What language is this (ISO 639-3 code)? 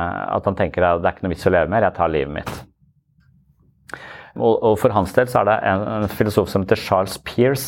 nor